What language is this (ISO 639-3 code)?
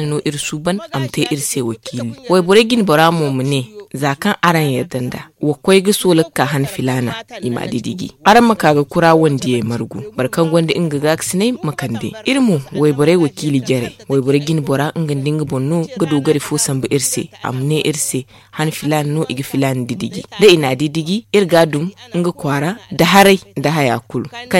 dje